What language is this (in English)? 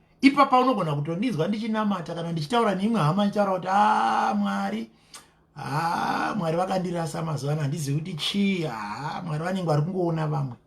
Shona